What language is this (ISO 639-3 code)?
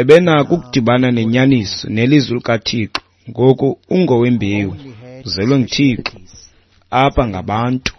xho